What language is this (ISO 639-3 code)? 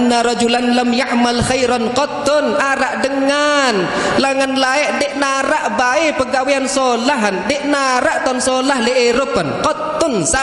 sas